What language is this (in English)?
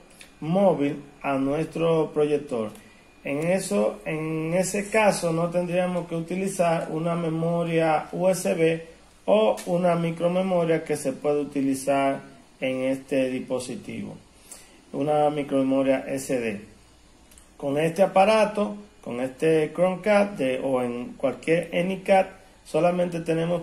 Spanish